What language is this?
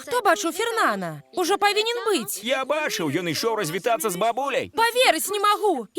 Belarusian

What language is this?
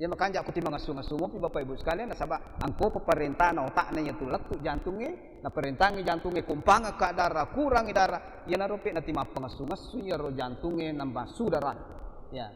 Buginese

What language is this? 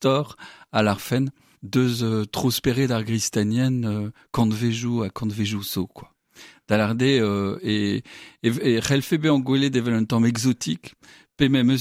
Breton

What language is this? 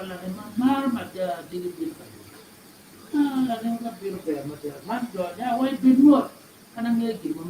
Acoli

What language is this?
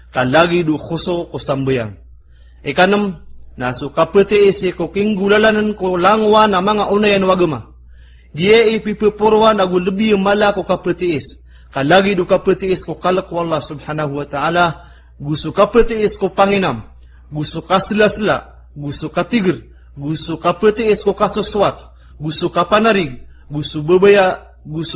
Maranao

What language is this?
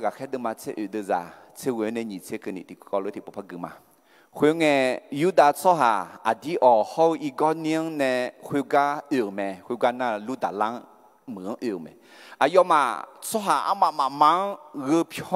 Akha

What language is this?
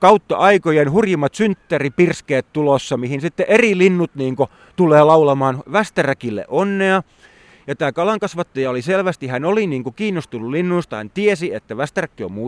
Finnish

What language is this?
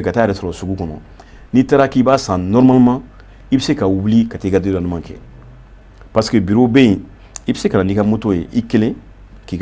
Bambara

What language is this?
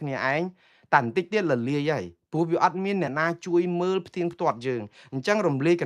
Khmer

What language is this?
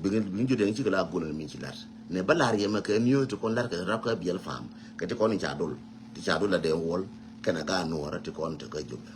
Nuer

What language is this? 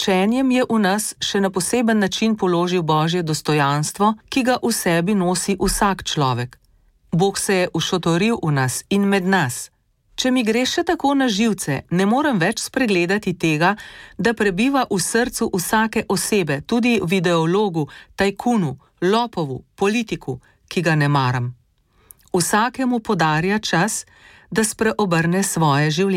Slovenian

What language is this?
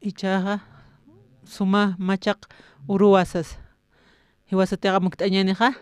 Aymara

